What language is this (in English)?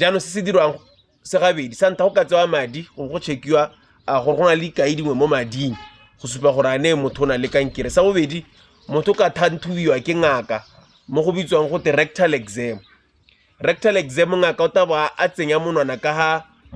Tswana